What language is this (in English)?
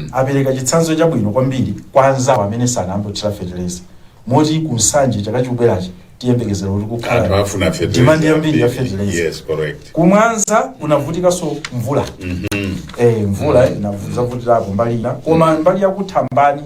Nyanja